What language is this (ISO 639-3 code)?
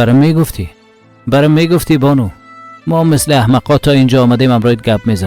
fas